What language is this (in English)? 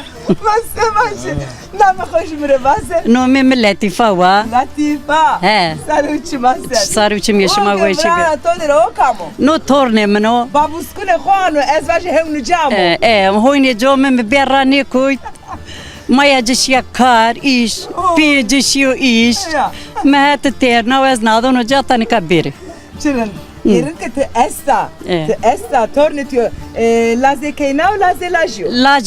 Zaza